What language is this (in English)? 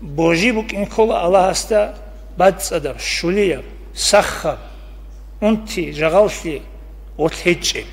Avaric